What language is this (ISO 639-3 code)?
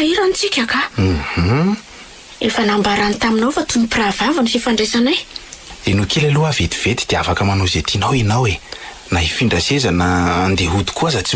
mlg